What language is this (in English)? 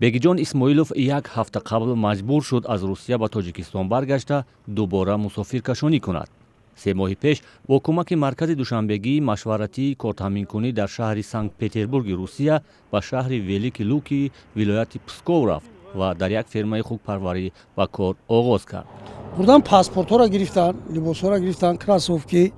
Tajik